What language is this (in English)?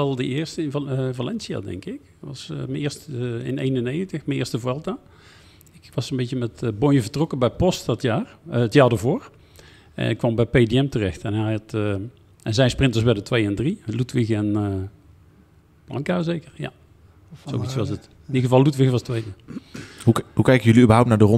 Dutch